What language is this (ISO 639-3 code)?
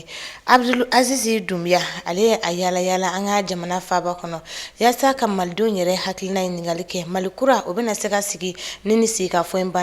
bam